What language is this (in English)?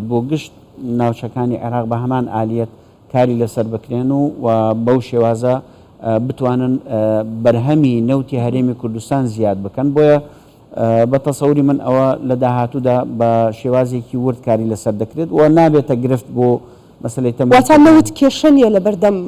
Central Kurdish